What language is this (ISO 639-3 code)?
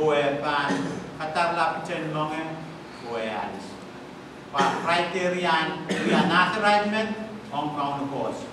pon